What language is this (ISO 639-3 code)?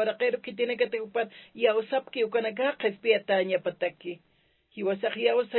aym